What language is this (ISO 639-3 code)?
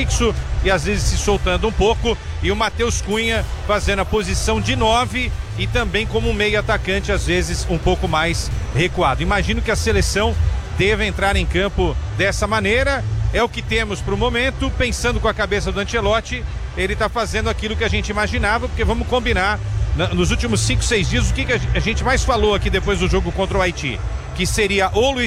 por